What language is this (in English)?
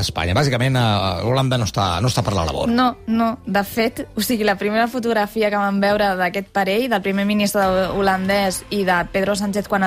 Catalan